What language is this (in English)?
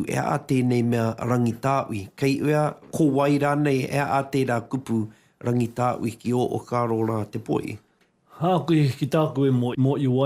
Māori